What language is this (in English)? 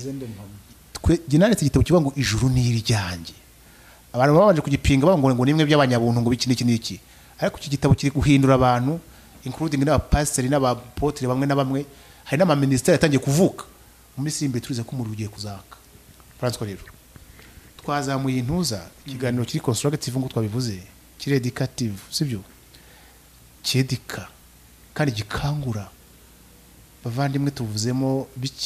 Kinyarwanda